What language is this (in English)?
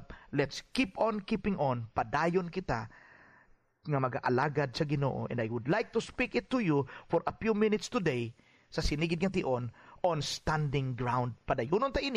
Hiligaynon